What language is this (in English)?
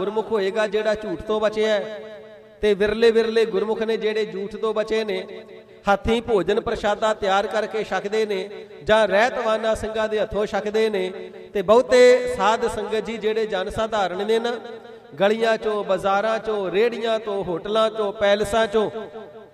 Punjabi